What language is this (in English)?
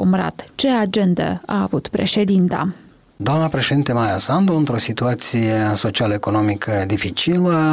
Romanian